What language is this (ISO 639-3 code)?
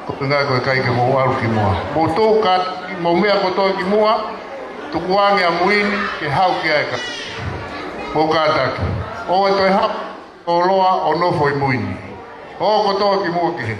ton